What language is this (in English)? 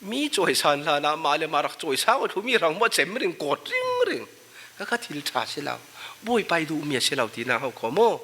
Falam Chin